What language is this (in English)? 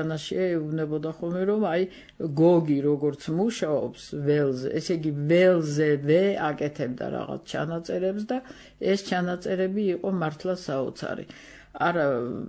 Georgian